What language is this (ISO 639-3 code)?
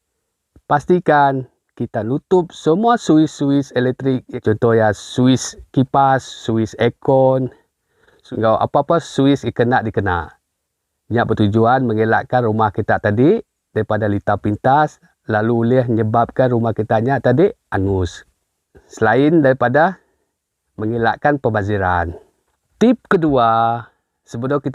iba